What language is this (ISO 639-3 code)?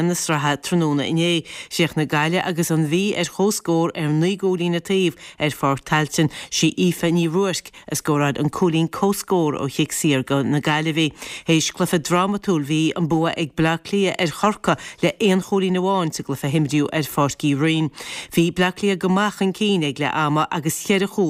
gle